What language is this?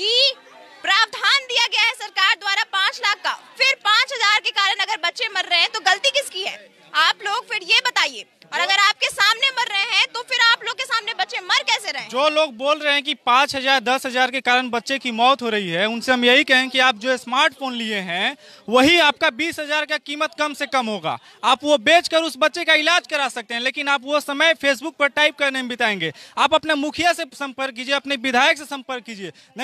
Hindi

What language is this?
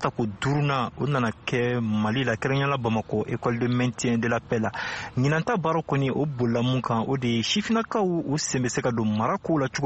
Bambara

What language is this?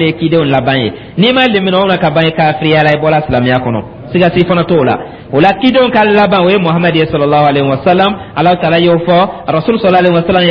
Dyula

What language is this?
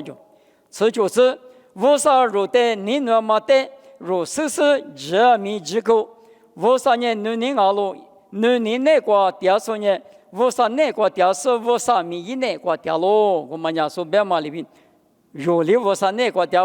Lisu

